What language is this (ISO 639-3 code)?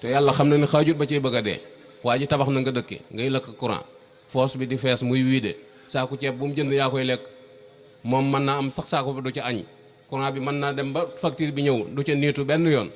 wol